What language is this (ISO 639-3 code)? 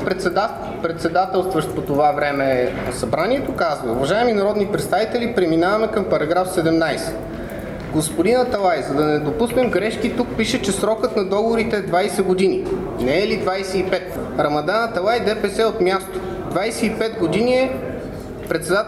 bul